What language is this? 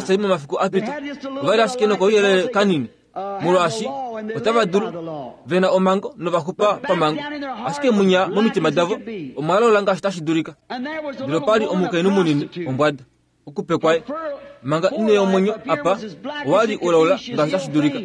Kuanyama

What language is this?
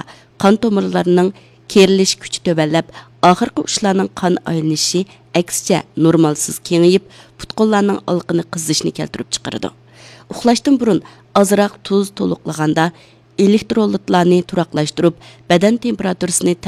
Uyghur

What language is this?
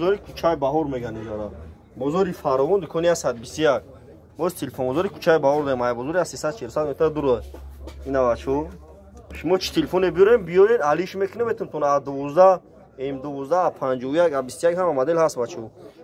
Tajik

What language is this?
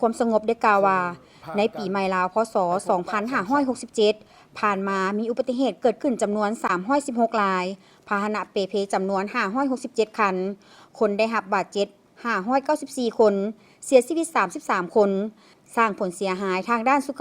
Lao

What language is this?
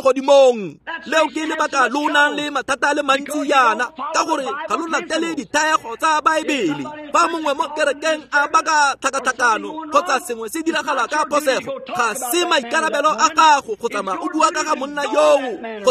Tswana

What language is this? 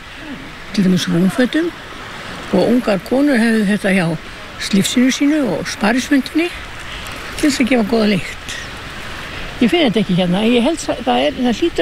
Icelandic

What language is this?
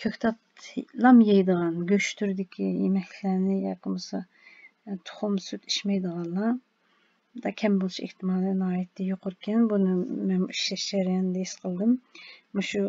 Uyghur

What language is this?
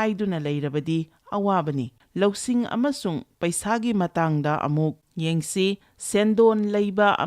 Manipuri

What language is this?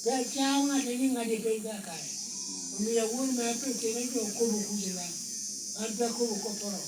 Lango (Uganda)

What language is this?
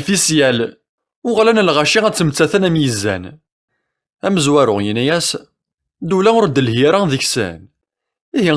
Kabyle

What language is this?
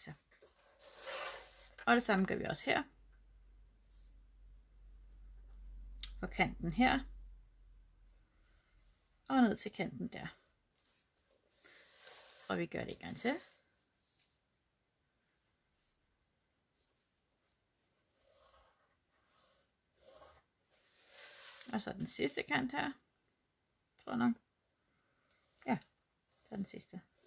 Danish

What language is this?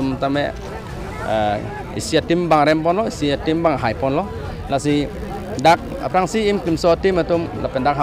Karbi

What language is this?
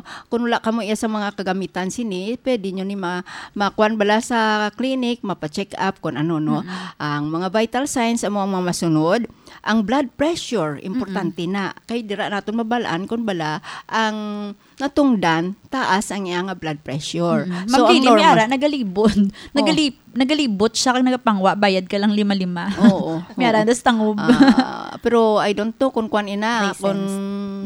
Hiligaynon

